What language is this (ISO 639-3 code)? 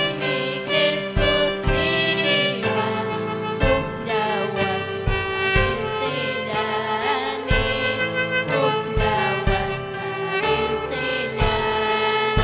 quy